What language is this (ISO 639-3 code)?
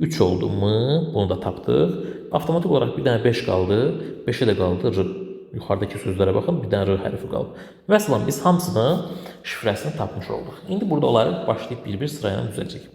aze